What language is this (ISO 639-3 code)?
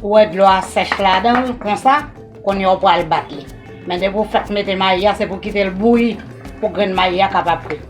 hat